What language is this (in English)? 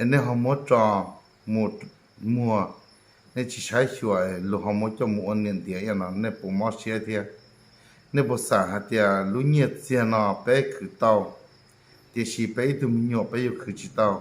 Hmong